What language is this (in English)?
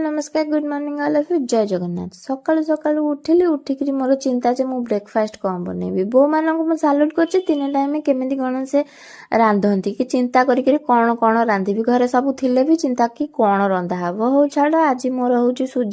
Odia